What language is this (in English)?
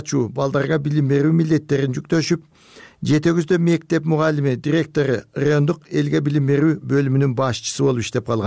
Kyrgyz